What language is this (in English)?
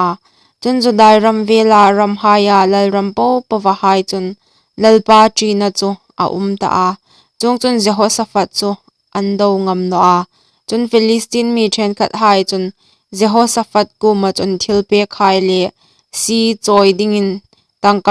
Hmar